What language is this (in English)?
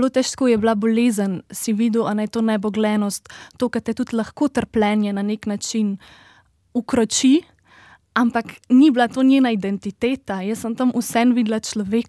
Slovenian